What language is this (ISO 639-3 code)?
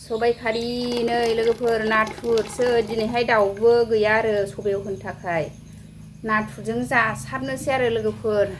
brx